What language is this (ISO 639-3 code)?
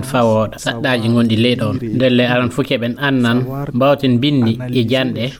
ful